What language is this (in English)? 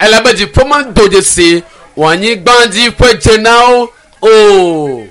Ewe